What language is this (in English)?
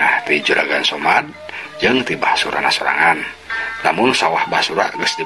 Sundanese